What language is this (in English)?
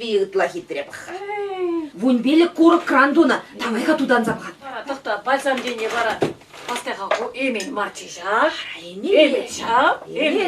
Chuvash